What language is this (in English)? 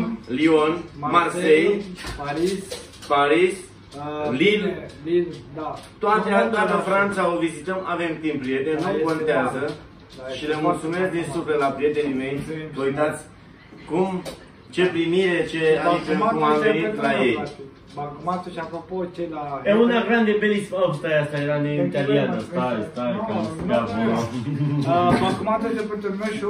Romanian